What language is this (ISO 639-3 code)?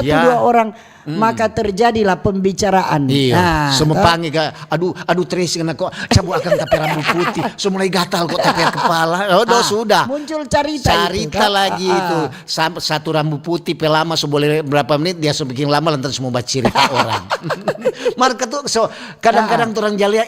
xmm